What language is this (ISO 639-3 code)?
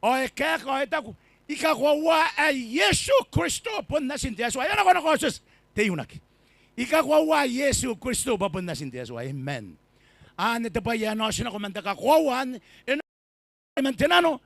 gil